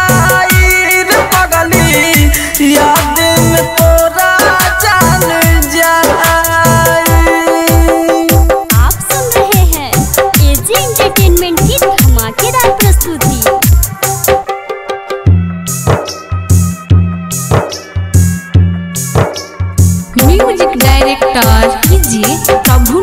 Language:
Bhojpuri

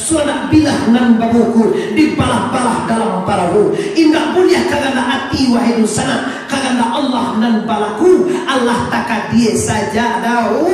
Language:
Minangkabau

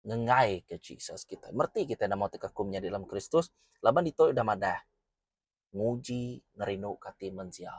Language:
Iban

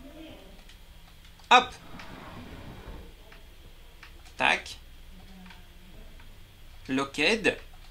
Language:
French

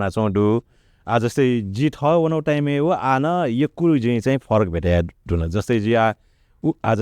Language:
Newari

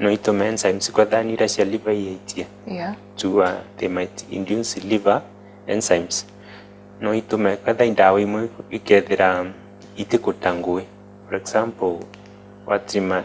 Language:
Meru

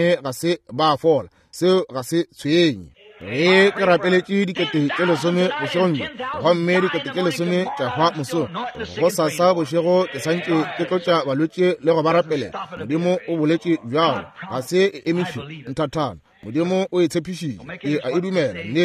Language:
Northern Sotho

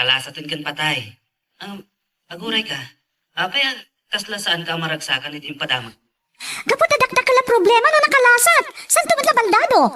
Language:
Iloko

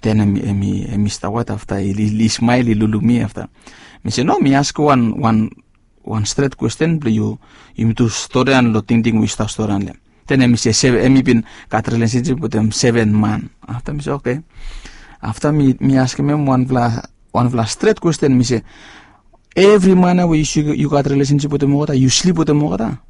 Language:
Bislama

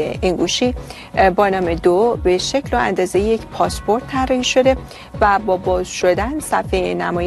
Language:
Persian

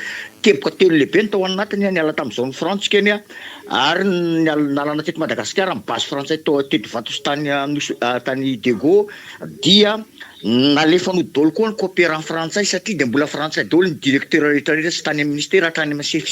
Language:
Malagasy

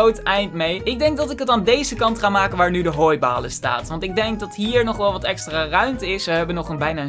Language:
Dutch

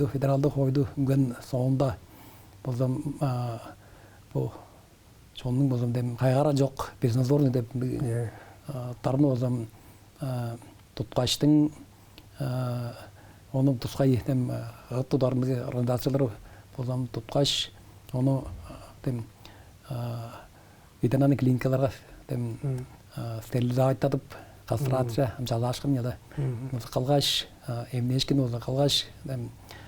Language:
Tuvinian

